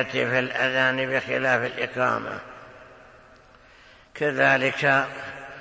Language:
Arabic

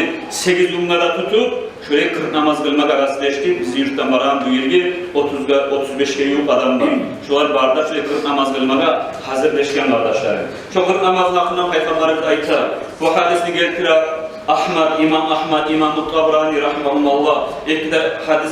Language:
Kumyk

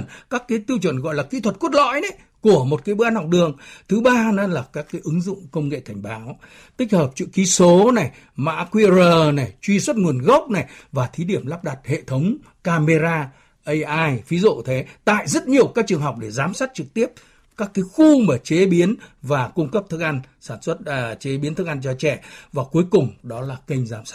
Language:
Vietnamese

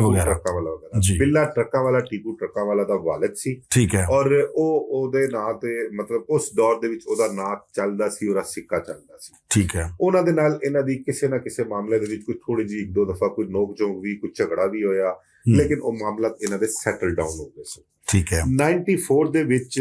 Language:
Western Panjabi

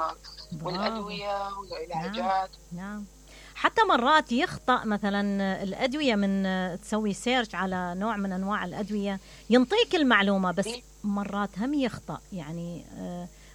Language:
Mesopotamian Arabic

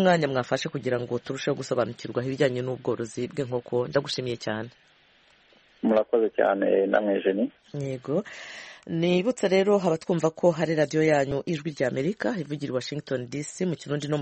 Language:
Kinyarwanda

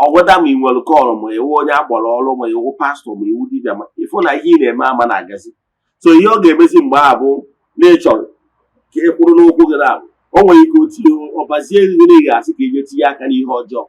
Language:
Igbo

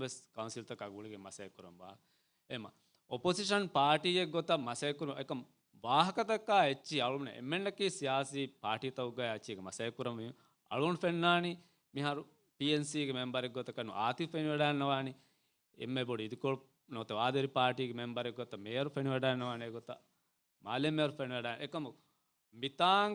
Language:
Divehi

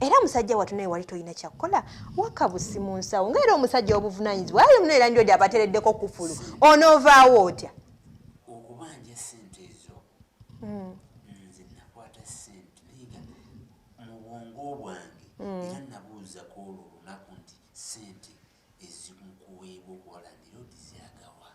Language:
Ganda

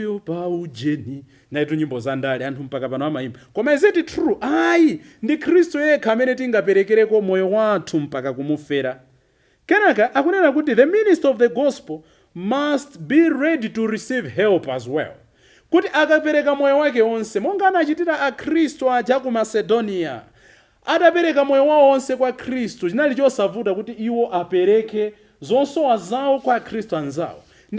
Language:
Nyanja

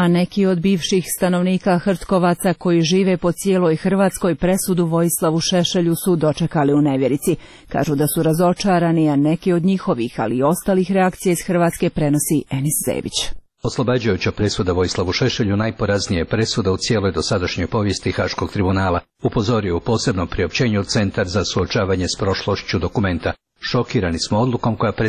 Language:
Croatian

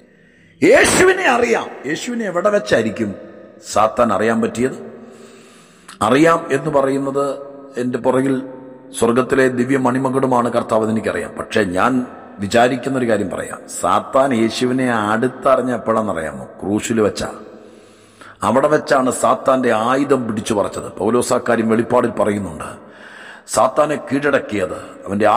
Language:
Malayalam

